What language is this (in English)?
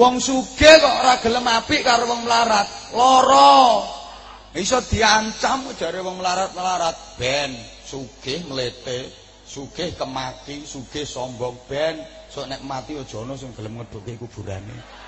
Javanese